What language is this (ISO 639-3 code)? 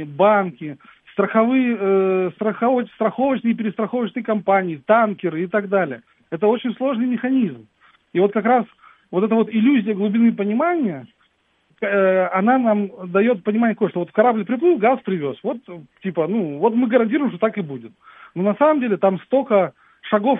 rus